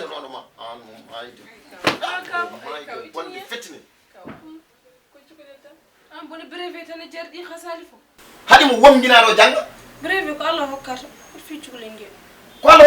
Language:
Fula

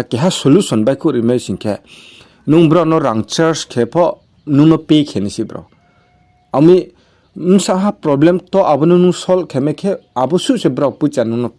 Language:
Riang (India)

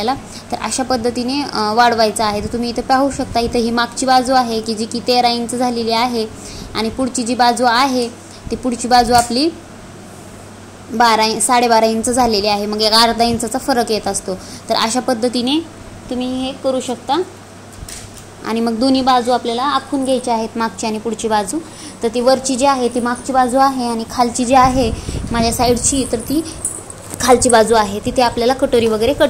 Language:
Marathi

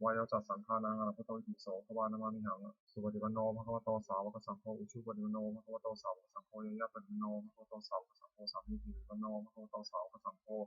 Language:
Pali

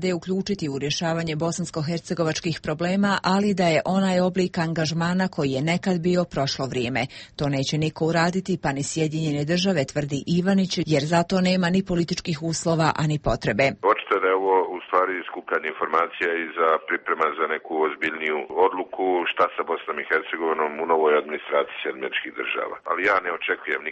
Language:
Serbian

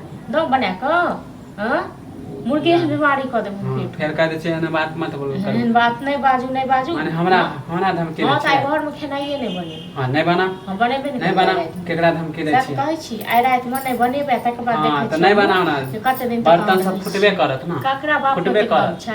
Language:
Maithili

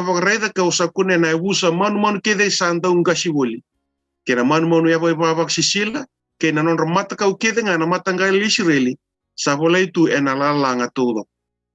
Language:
Fijian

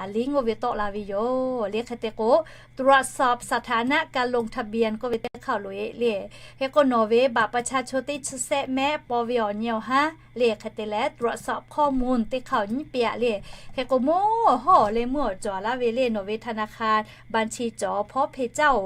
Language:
Lahu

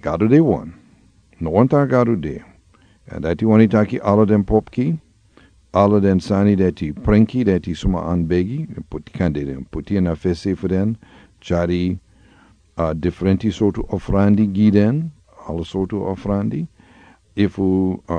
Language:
Sranan Tongo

